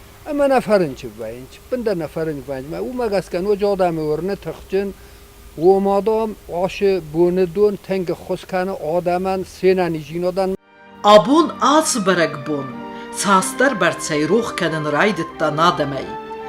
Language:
Ossetic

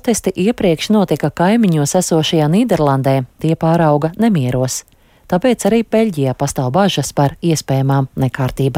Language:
Latvian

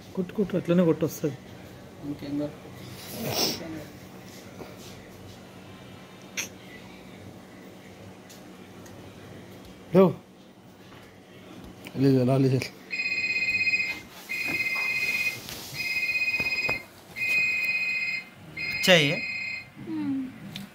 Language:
Telugu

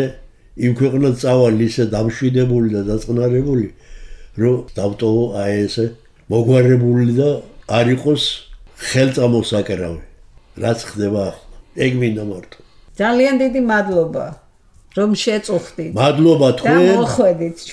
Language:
Georgian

